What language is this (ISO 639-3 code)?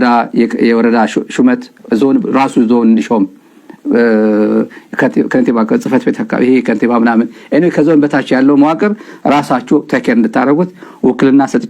amh